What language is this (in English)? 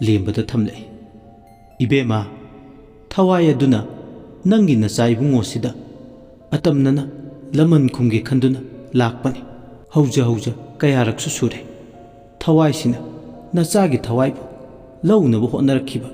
Manipuri